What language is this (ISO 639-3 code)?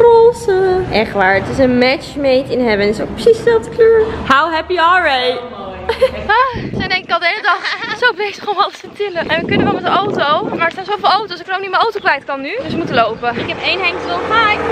nld